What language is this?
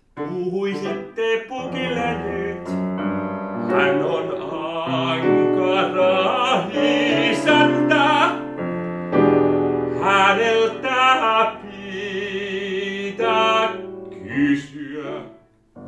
Finnish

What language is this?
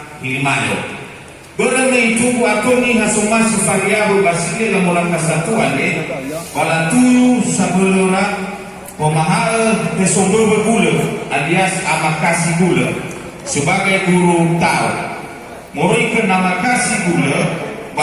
Nias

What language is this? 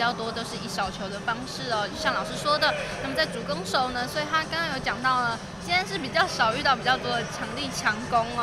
Chinese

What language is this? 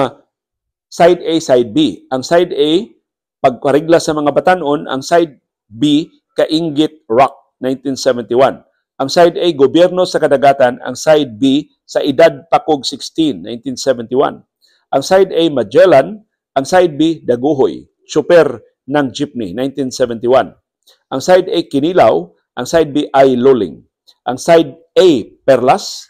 Cebuano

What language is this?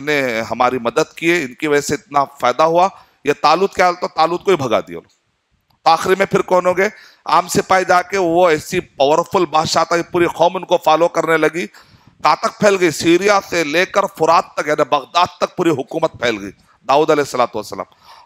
Urdu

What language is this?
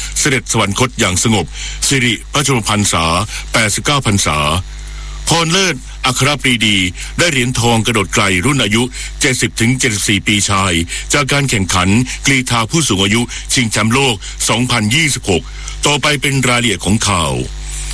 Thai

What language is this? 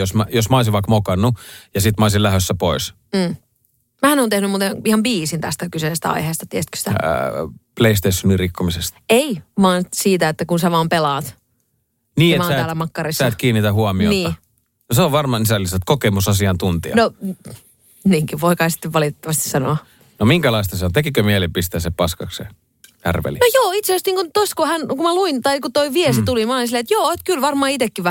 Finnish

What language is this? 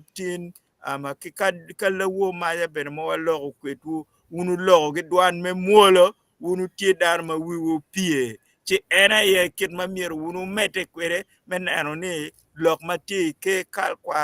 Acoli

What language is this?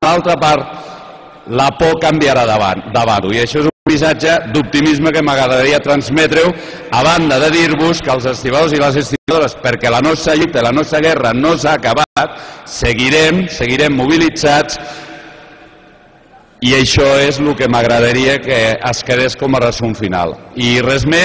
Catalan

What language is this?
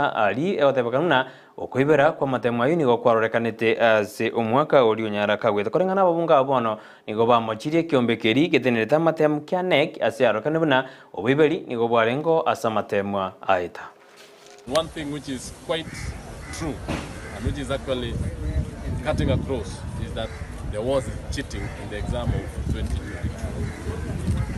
Gusii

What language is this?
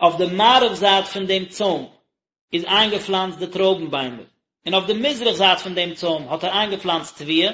Yiddish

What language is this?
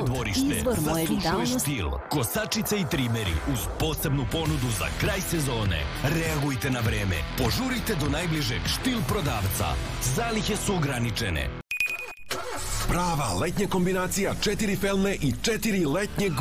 Serbian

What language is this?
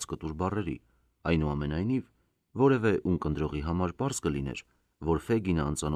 Armenian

